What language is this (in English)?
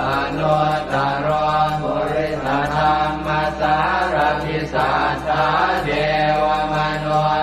Pali